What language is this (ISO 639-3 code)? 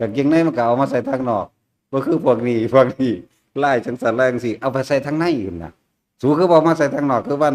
tts